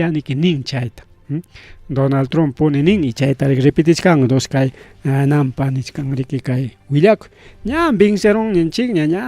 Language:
Ayacucho Quechua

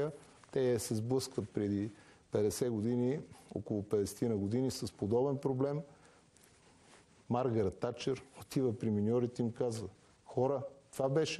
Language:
Bulgarian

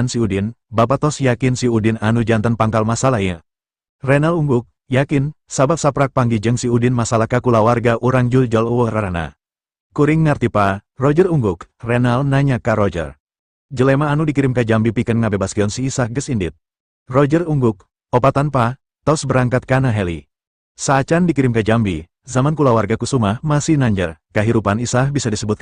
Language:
Sundanese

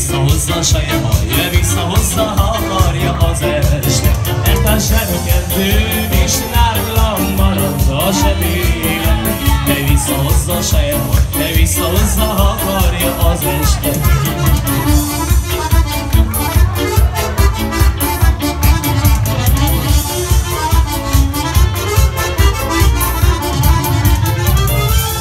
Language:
Hungarian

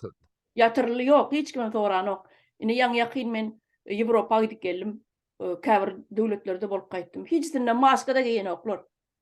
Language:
Turkmen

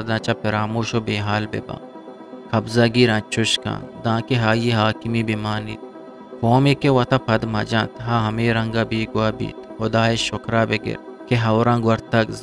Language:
Eastern Balochi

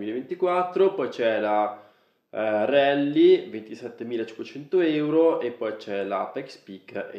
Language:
Italian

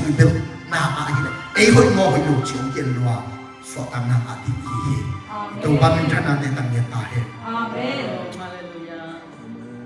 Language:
Tedim Chin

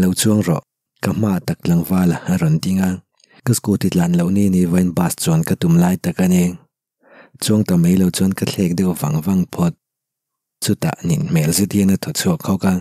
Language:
Mizo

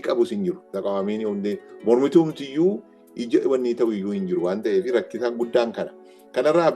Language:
Oromo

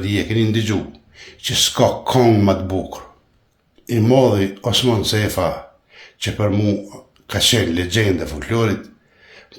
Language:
Albanian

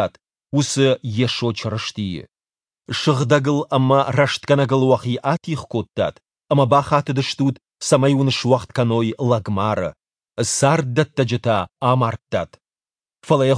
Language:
Ossetic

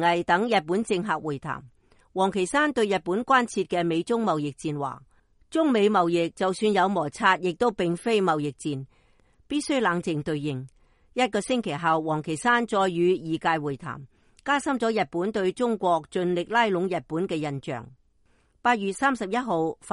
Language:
Cantonese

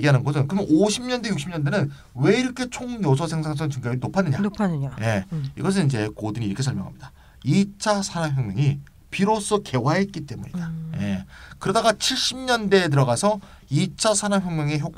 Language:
Korean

